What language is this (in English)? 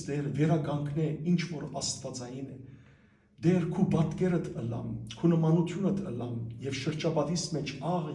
Western Armenian